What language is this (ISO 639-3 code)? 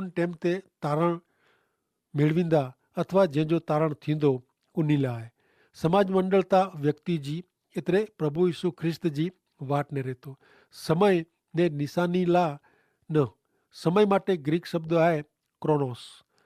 kfr